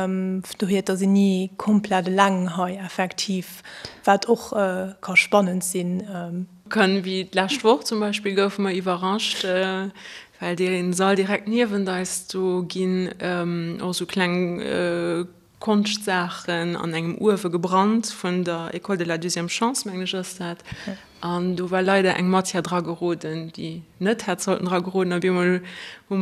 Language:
Luxembourgish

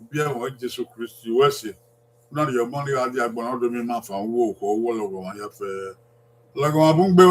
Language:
Bini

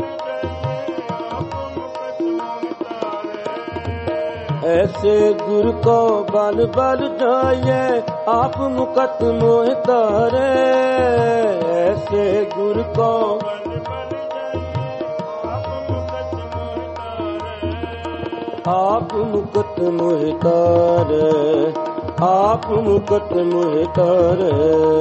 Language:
Punjabi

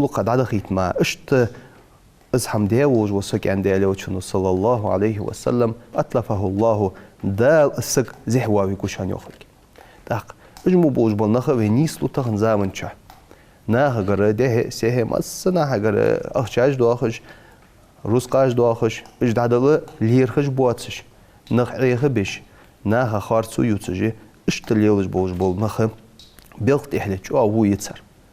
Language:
Ingush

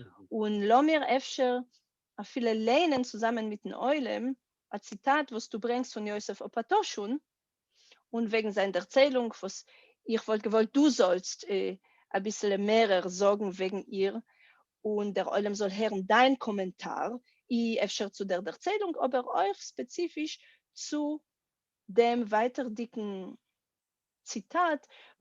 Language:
Yiddish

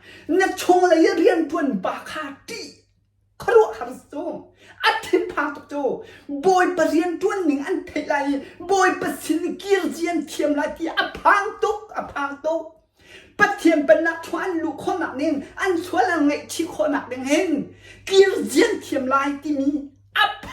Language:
Hakha Chin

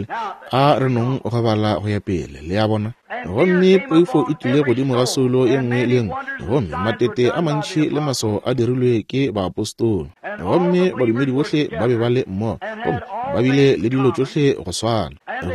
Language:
Northern Sotho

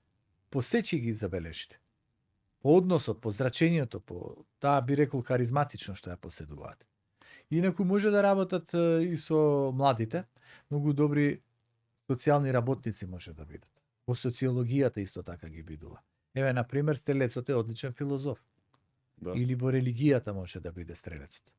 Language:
Macedonian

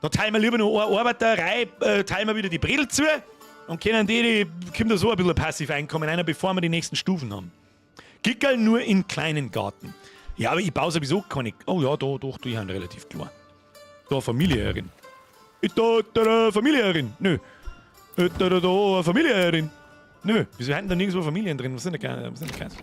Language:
Bavarian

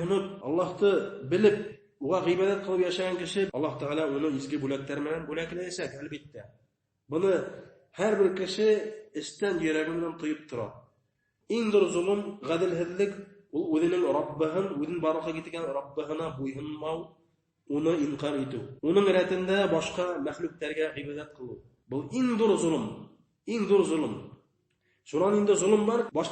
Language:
Bashkir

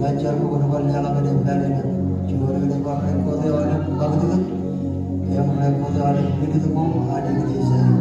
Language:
Marshallese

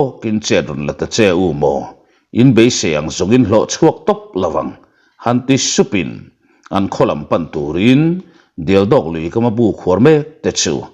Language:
Mizo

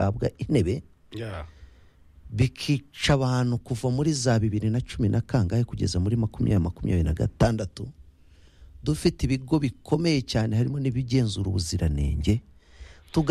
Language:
Kinyarwanda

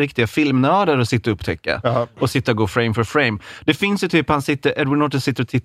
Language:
Swedish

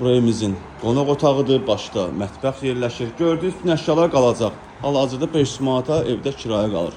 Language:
Azerbaijani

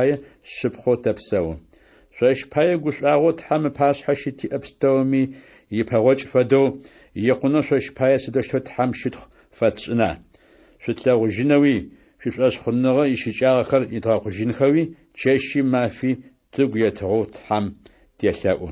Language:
Adyghe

